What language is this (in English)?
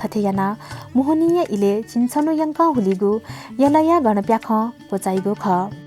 Newari